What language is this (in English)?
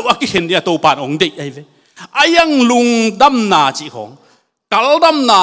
Tedim Chin